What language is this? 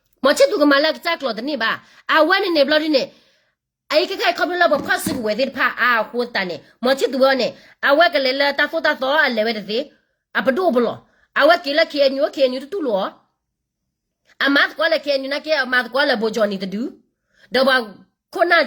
S'gaw Karen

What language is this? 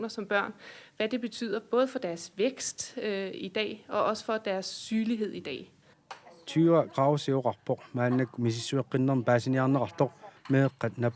Kalaallisut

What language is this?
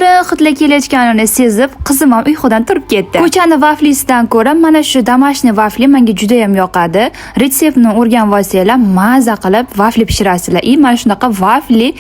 Uzbek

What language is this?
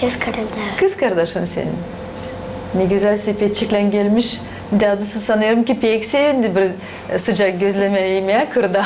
Gagauz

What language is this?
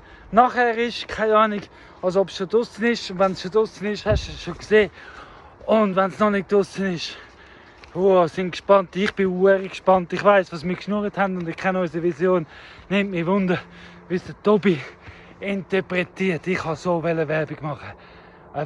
Swiss German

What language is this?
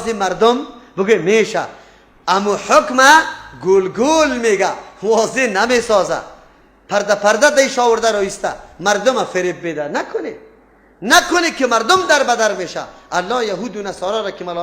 Persian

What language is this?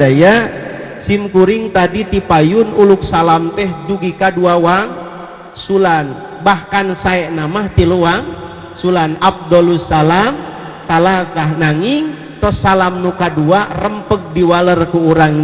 Sundanese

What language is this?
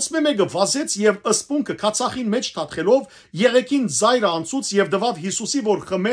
Western Armenian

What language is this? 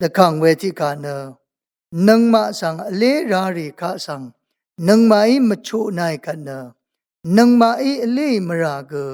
Rawang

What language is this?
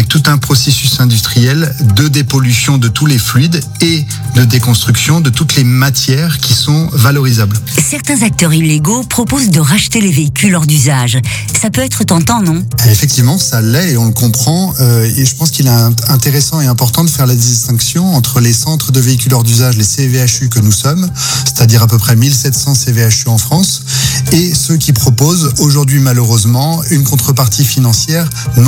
French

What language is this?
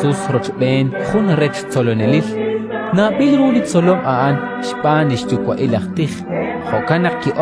Kekchí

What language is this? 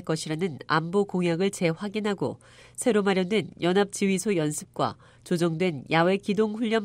Korean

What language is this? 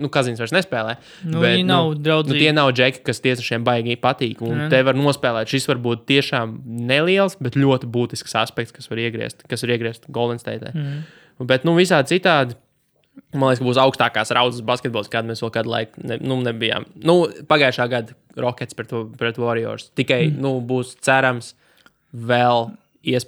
Latvian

